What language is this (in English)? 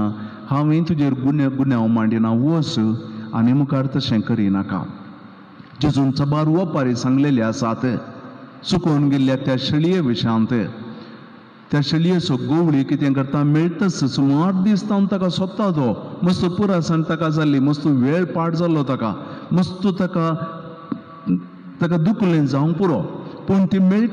Konkani